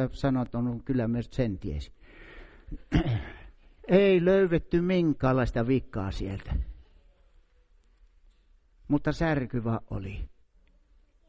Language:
Finnish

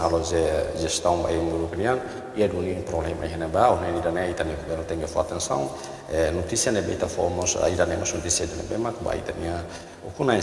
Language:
Tetum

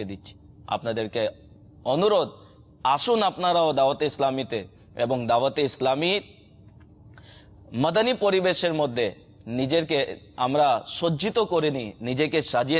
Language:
Bangla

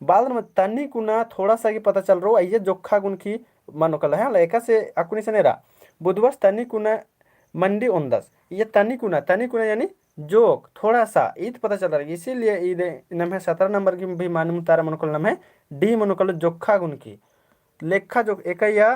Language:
Kurukh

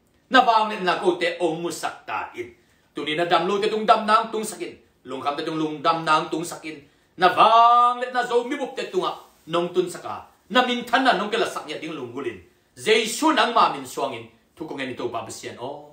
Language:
Tedim Chin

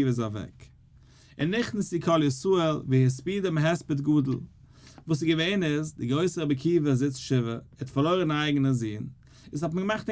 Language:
Yiddish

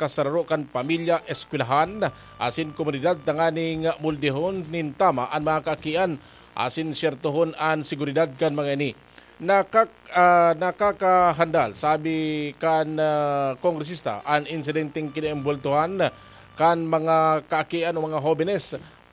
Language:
Bikol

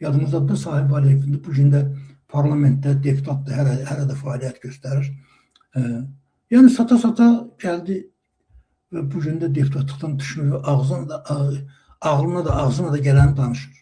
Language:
Azerbaijani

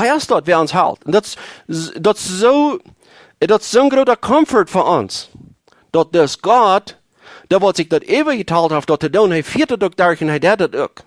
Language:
Plautdietsch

